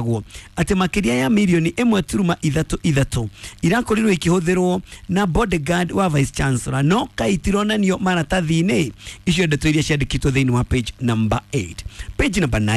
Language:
Kikuyu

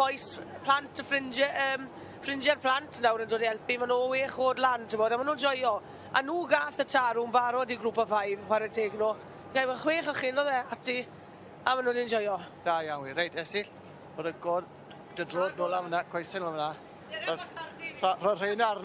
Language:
Welsh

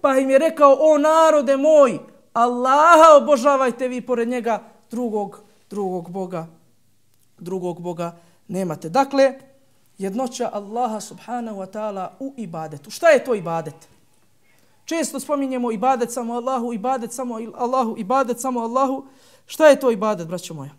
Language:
Bosnian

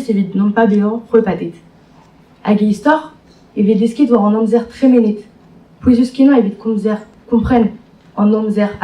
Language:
Breton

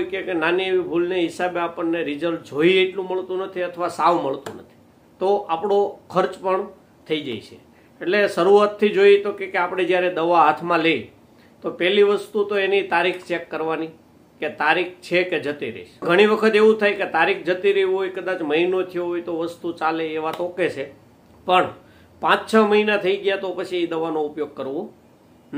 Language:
Gujarati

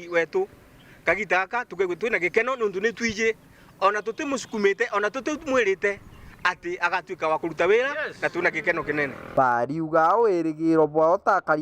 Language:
Meru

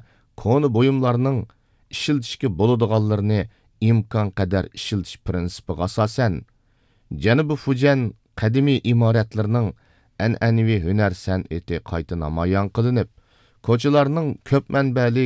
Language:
Uyghur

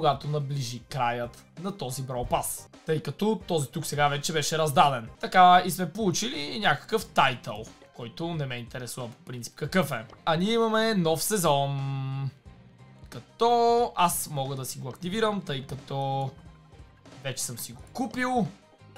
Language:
Bulgarian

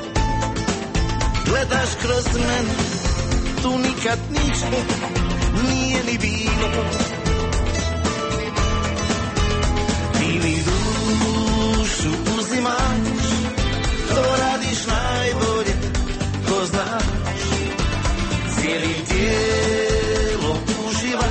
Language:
Croatian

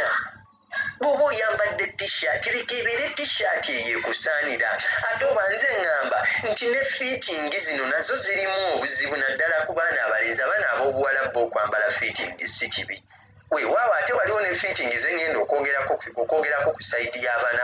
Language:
Ganda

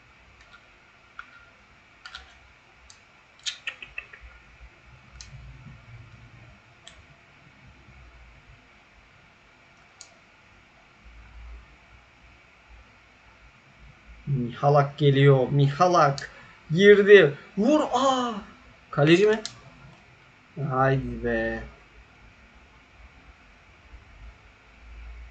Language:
Turkish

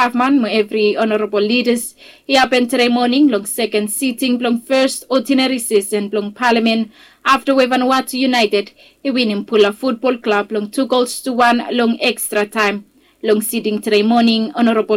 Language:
Bislama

